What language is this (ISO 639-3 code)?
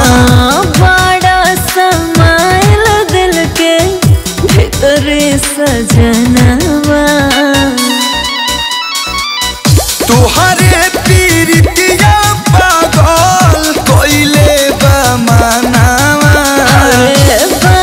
bho